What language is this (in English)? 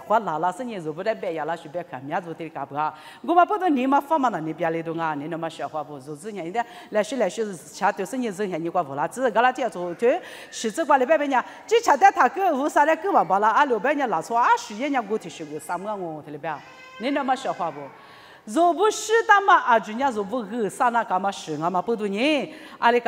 Lisu